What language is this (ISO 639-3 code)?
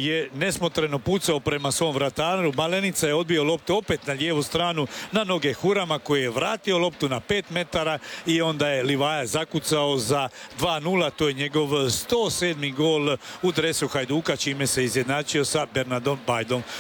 hrv